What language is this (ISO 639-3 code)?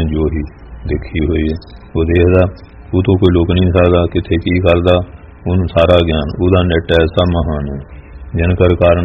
pan